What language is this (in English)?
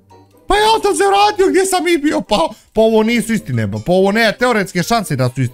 Bosnian